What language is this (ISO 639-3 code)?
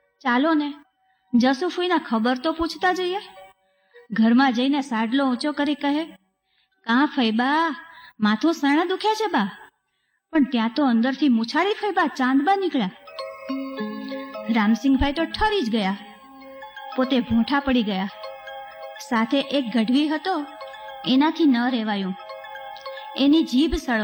guj